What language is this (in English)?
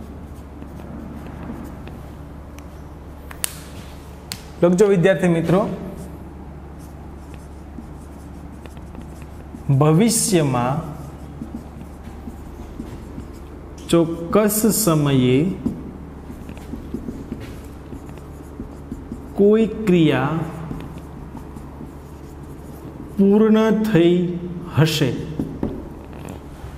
Gujarati